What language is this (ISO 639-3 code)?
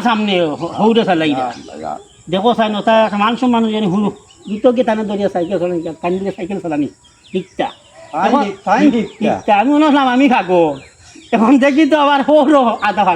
syl